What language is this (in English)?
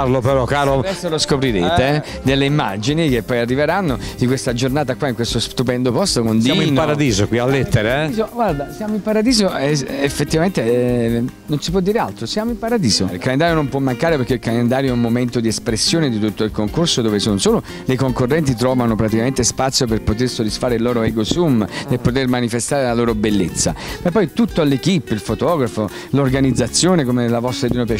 Italian